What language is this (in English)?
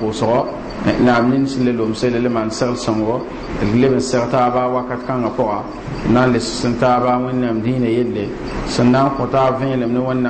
Mossi